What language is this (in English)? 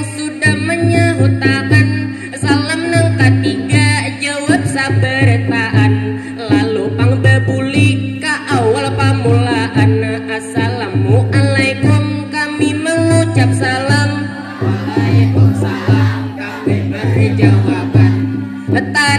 Banjar